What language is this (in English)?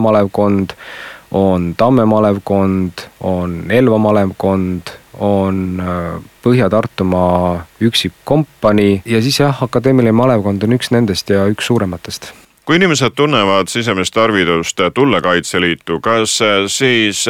Estonian